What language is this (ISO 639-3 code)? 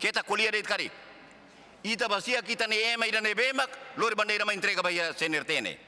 tet